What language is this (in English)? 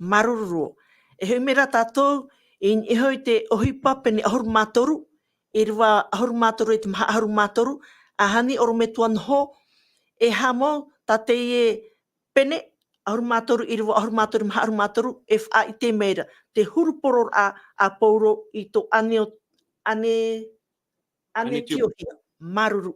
Tahitian